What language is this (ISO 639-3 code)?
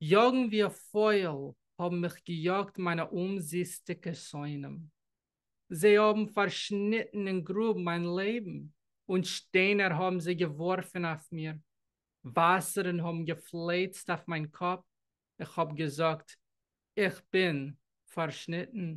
yid